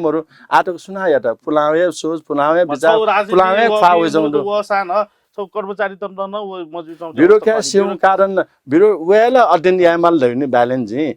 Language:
Newari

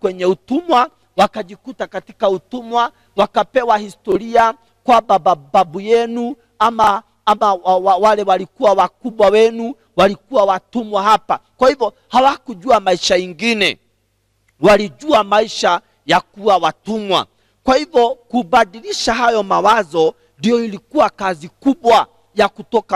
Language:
Swahili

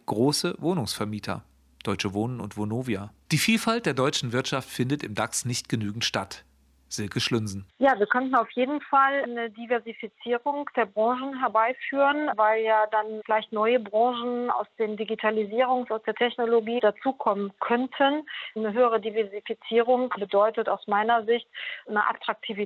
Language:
German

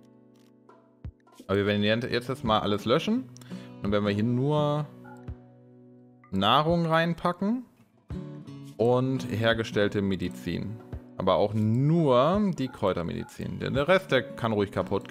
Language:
German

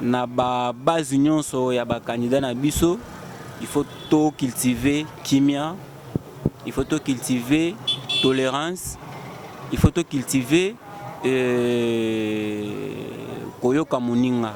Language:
Lingala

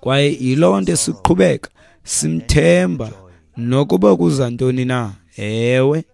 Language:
Xhosa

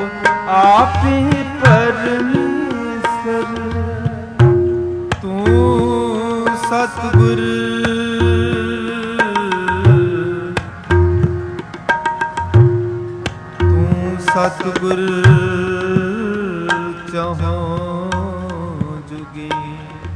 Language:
Punjabi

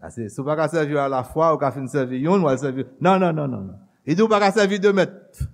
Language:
Haitian Creole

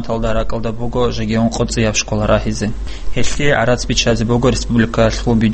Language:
Avaric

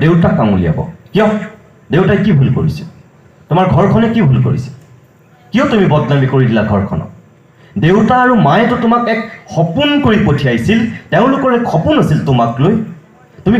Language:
Assamese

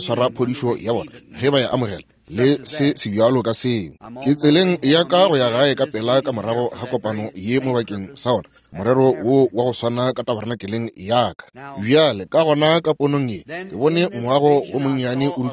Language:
Northern Sotho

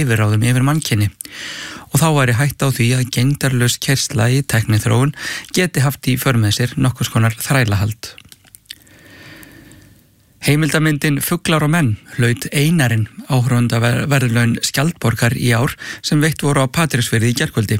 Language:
Icelandic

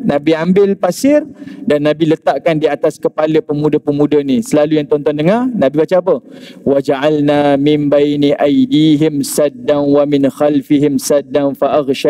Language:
Malay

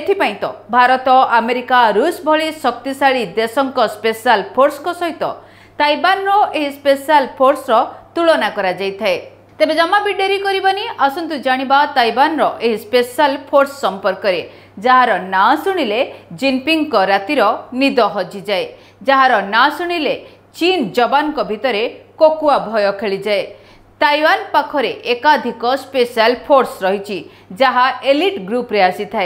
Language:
Odia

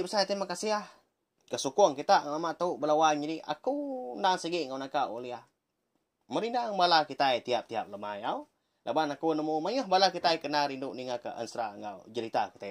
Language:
Iban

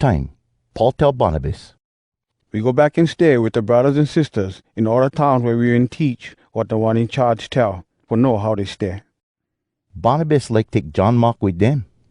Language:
Hawai'i Creole English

